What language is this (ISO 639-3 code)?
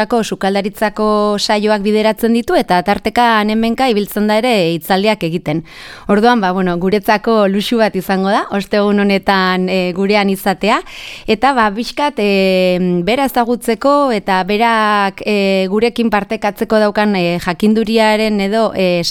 eus